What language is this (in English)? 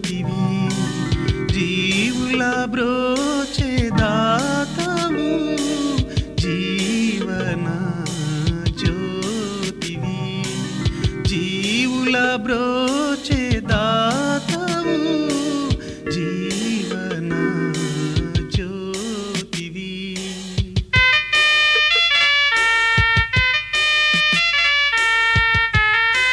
Telugu